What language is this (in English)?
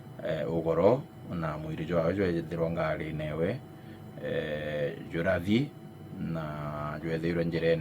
Meru